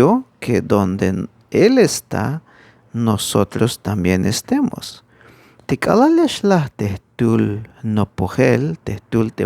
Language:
Tzeltal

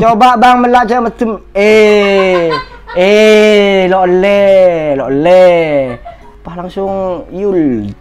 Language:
Madurese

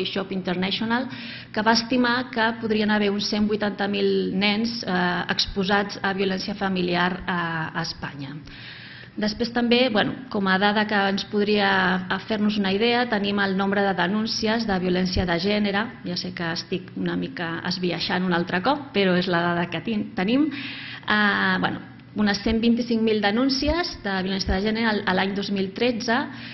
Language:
Catalan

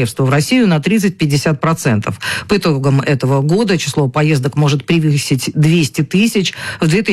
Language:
Russian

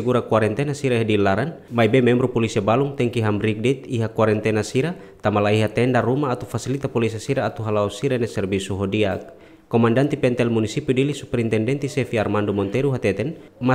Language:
Tetum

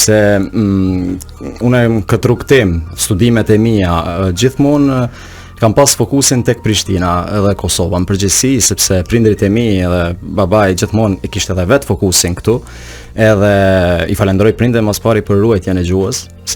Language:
Albanian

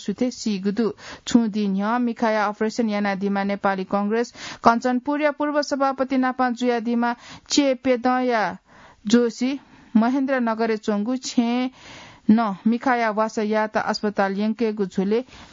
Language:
Newari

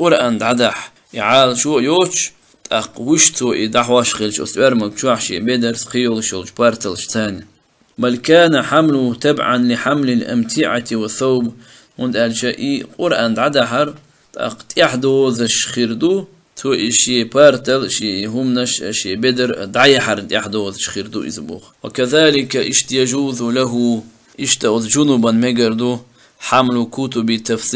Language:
Chechen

